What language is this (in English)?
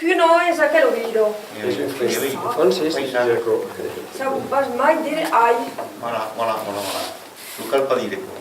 Occitan